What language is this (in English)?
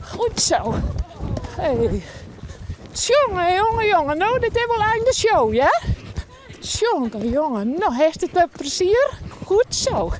Western Frisian